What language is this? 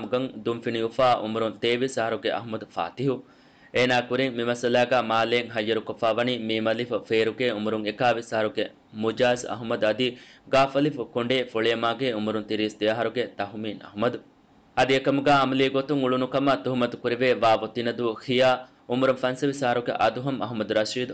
Divehi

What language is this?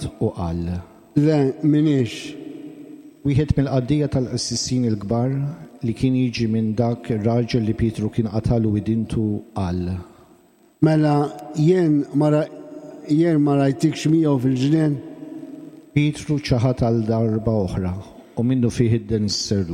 Maltese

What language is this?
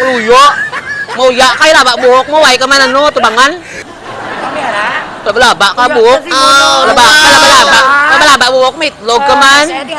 Hiligaynon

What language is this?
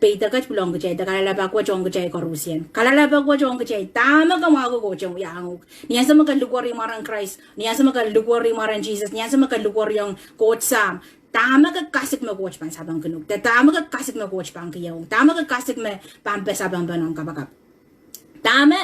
Pohnpeian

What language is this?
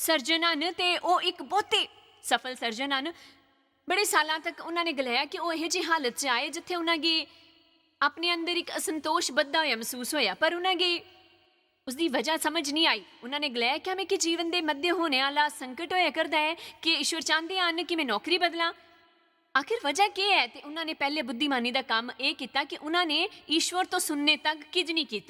Dogri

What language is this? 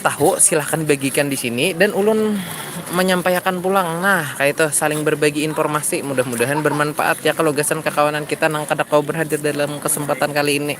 Banjar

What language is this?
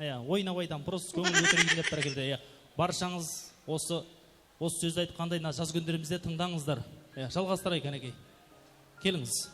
Kara-Kalpak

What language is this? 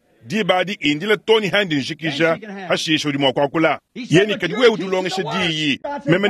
Luba-Lulua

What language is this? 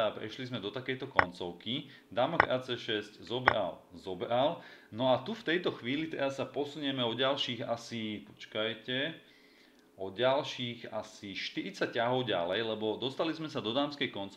Slovak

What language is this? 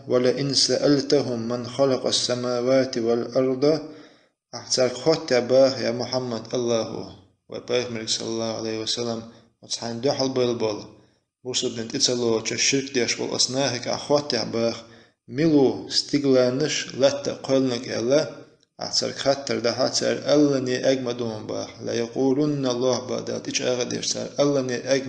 Chechen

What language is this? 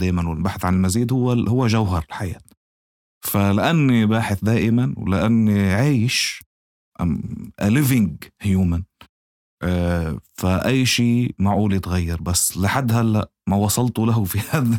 North Levantine Arabic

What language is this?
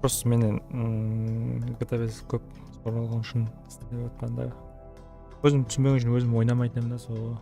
Kara-Kalpak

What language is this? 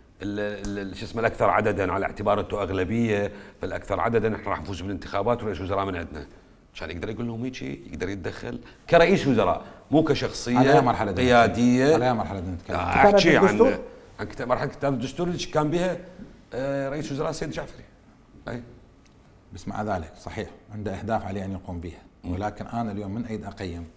Mesopotamian Arabic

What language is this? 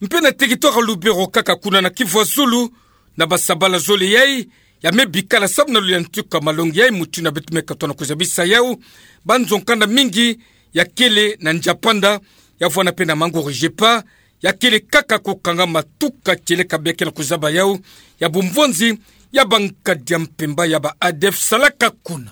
Kituba (Democratic Republic of Congo)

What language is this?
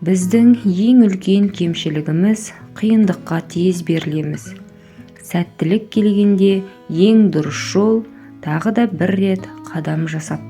Kazakh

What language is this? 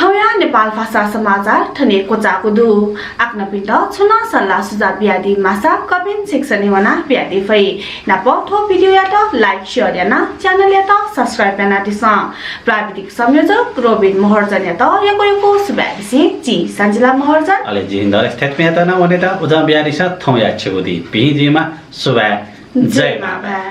Newari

